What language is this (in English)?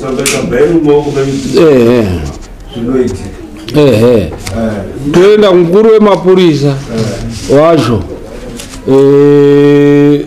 Shona